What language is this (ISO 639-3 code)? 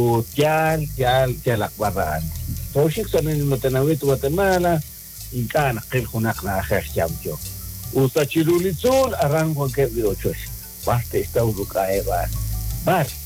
kek